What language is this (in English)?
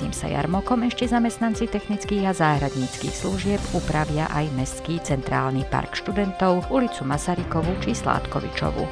Slovak